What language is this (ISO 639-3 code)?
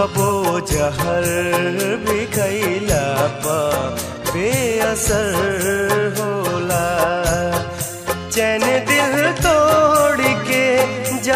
bho